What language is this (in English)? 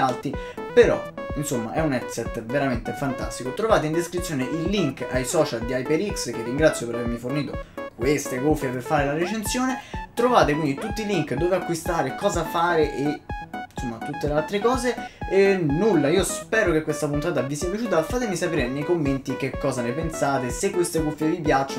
Italian